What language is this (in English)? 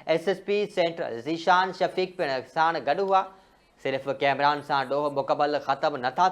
Sindhi